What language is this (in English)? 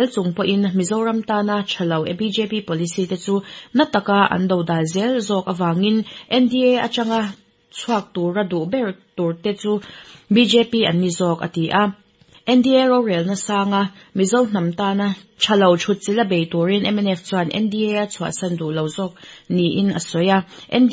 Mizo